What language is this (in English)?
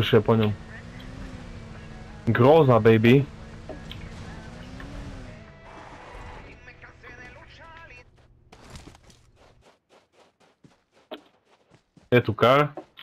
Slovak